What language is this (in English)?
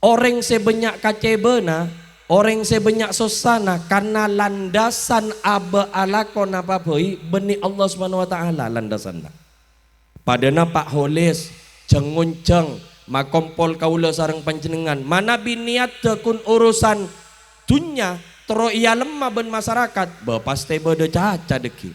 Madurese